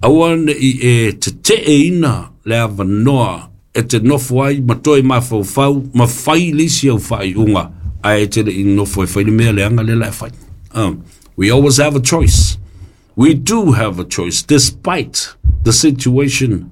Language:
Samoan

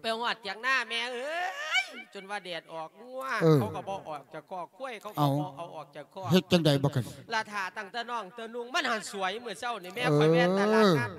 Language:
Lao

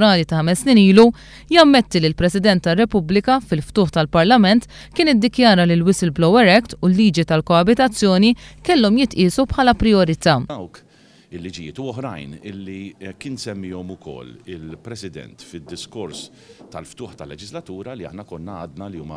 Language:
Maltese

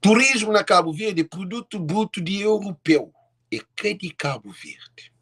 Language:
Kabuverdianu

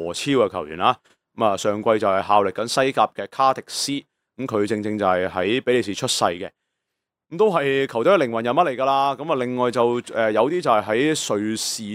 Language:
Cantonese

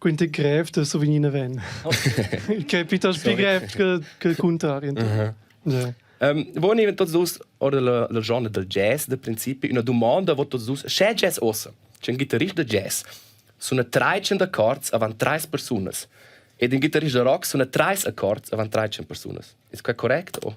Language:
Romansh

